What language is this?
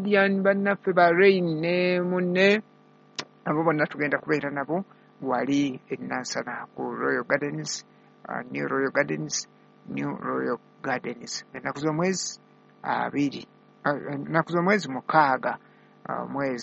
Ganda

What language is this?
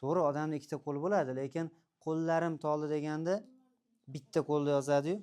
Uzbek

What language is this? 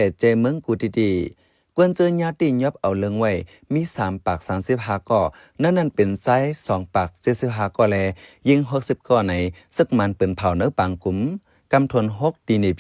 Shan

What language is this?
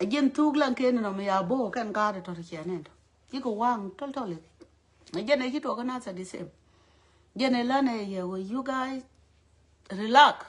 Nuer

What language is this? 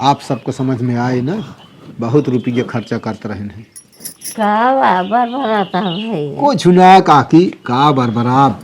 Awadhi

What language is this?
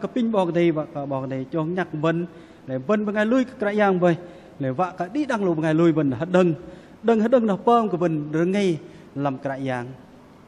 Bahnar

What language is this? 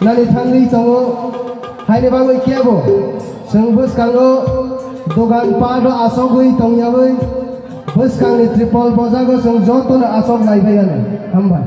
Kok Borok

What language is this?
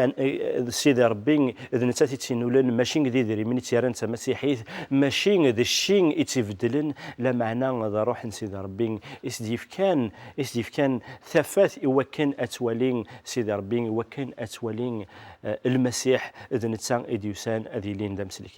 Kabyle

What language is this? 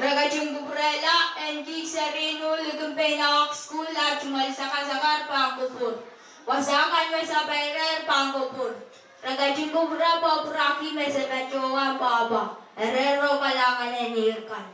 Pohnpeian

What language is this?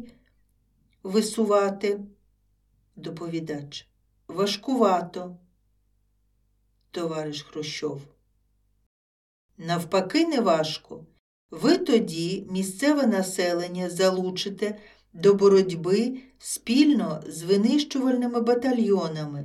Ukrainian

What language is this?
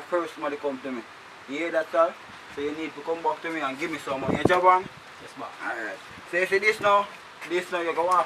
Jamaican Creole English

